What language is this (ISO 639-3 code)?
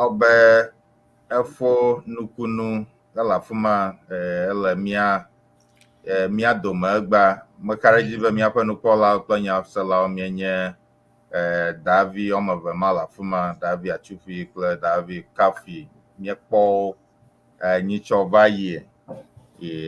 ewe